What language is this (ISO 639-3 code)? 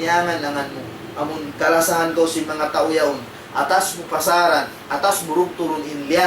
tsg